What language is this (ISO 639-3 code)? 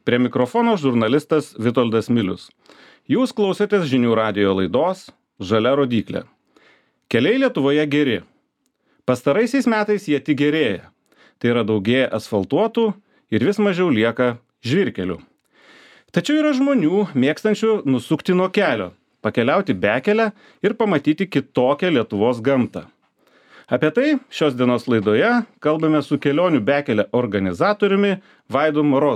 lit